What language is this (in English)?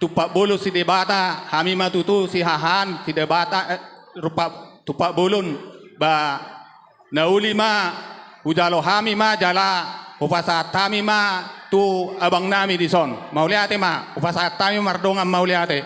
Batak Toba